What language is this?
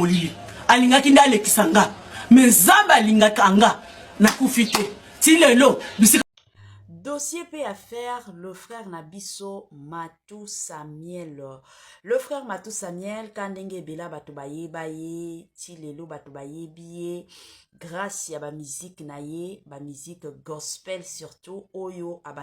Lingala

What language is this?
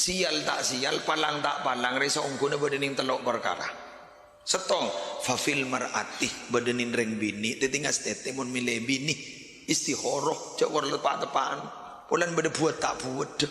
Madurese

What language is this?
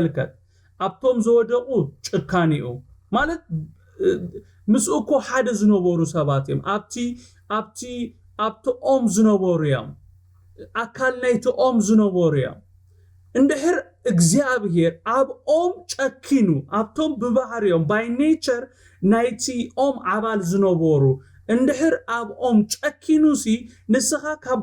Tigrinya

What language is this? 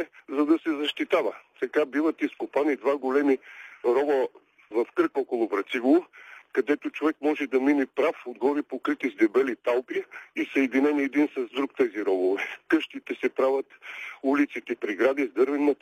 Bulgarian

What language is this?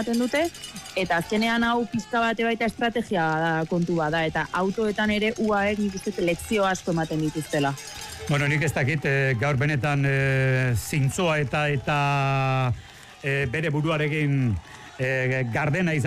Basque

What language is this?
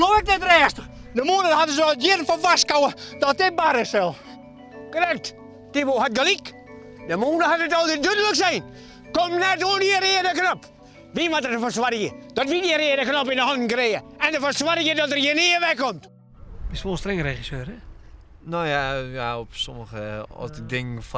Western Frisian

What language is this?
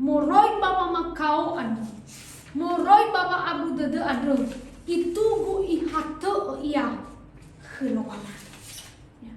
Nias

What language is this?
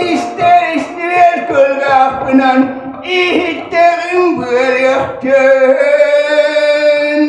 Yakut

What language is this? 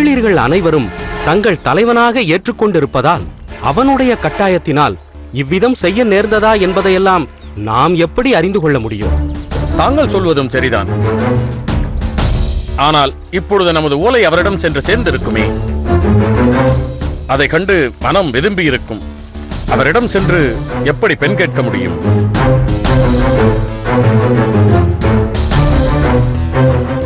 Tamil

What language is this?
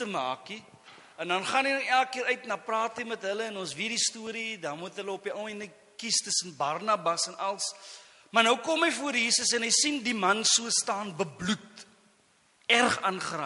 Afrikaans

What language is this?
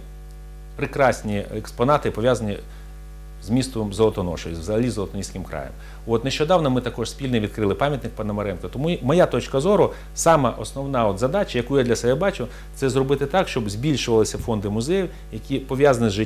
Ukrainian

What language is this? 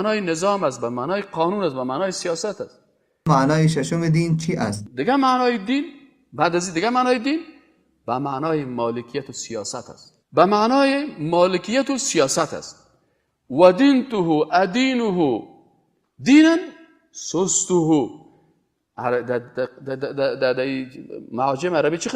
Persian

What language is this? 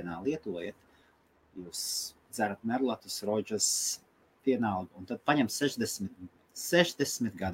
Latvian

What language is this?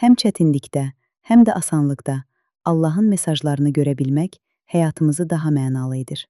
Azerbaijani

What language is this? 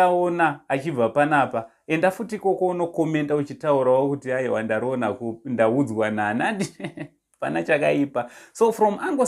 Shona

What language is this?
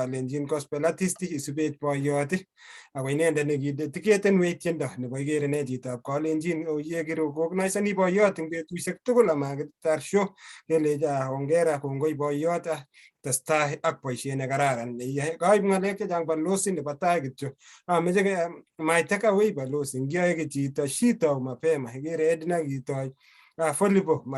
Kalenjin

